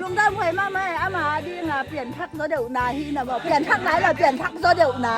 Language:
Tedim Chin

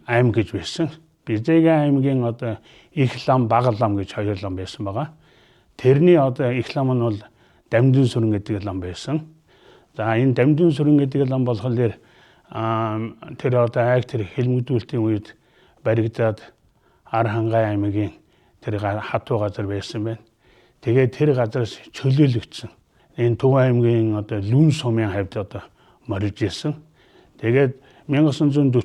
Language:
Mongolian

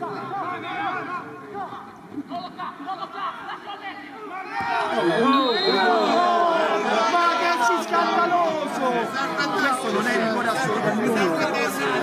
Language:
Italian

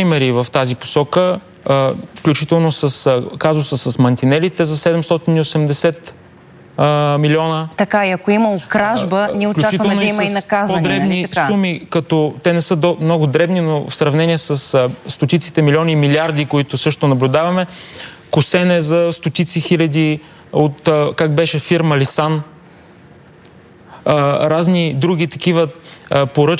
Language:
Bulgarian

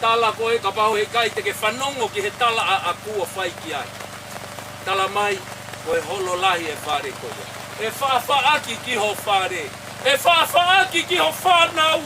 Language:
Tongan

